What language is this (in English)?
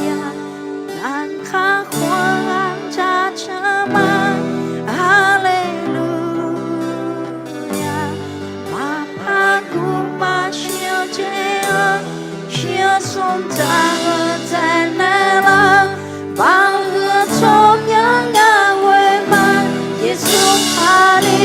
Akha